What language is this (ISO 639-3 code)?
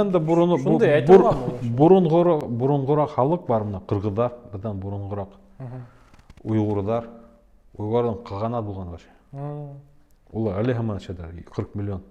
bak